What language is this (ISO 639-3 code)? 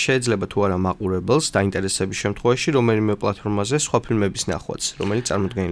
kat